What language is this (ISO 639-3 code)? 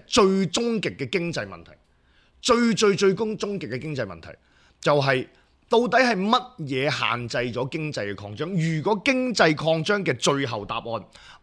yue